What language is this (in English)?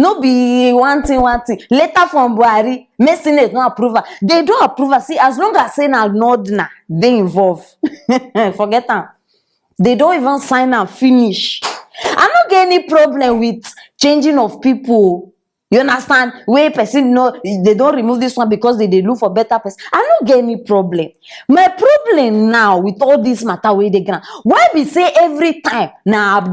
Nigerian Pidgin